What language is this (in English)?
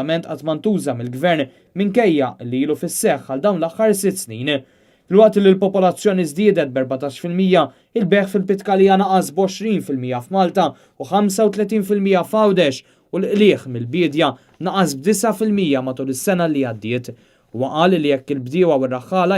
Maltese